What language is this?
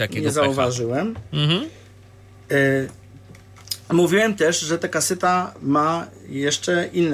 Polish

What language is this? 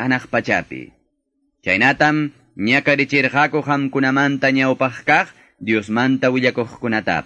Quechua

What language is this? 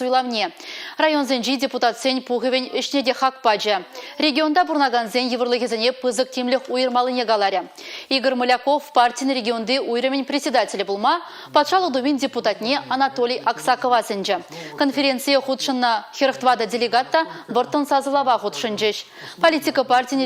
Chuvash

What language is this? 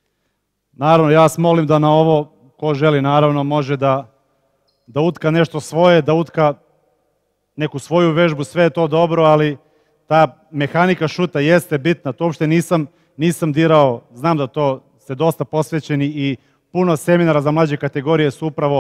Serbian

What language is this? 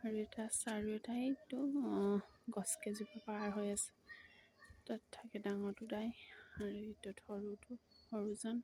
Assamese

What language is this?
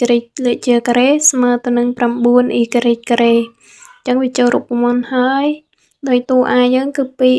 Khmer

